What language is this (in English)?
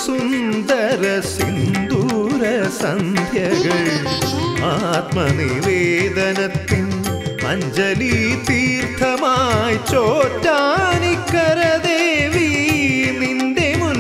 Malayalam